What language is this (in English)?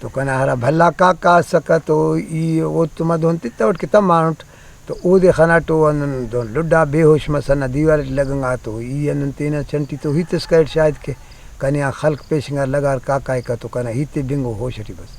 Brahui